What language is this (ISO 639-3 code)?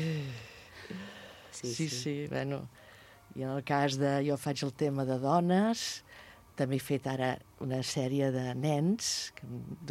cat